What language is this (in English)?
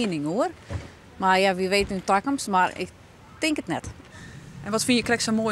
Western Frisian